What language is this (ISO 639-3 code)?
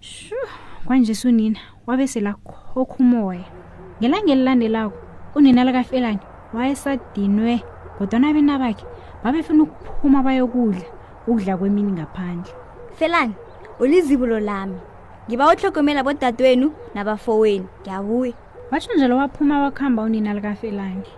nbl